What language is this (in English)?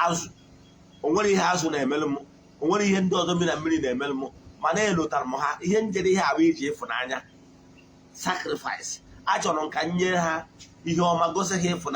Igbo